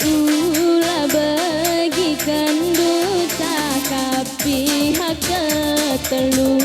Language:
Batak Karo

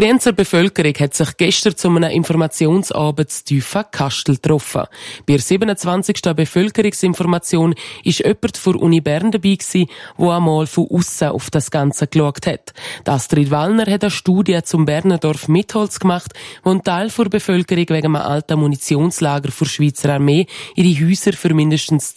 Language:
German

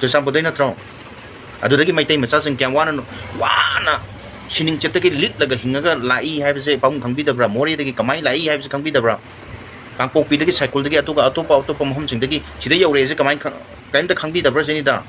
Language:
Manipuri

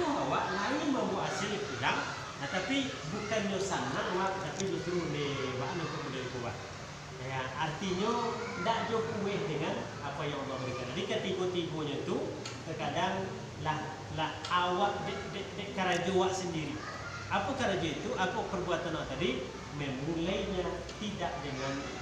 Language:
Minangkabau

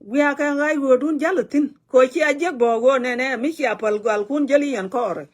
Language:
Nuer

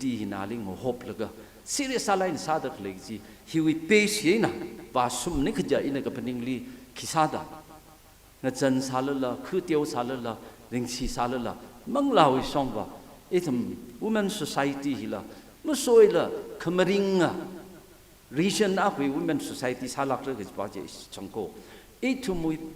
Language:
Tangkhul Naga (India)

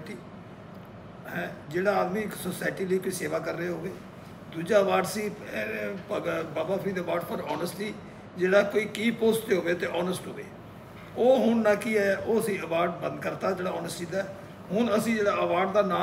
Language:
Punjabi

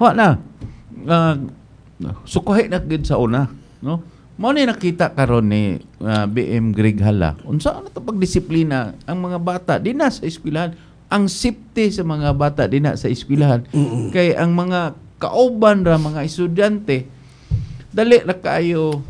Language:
Cebuano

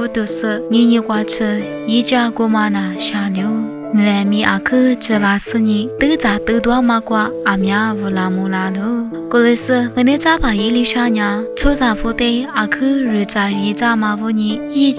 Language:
Lisu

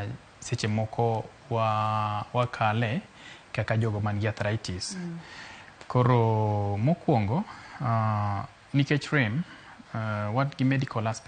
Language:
Luo (Kenya and Tanzania)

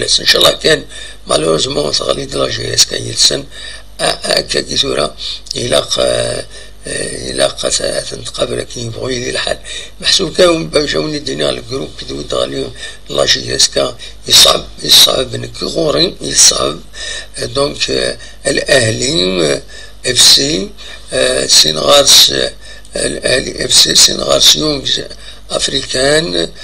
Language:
Kabyle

